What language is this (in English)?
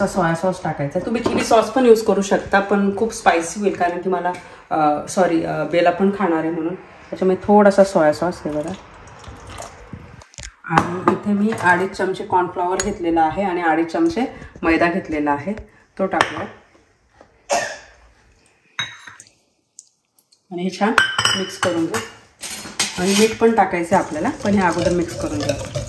Marathi